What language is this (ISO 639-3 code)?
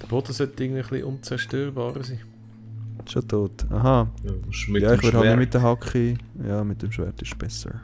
gsw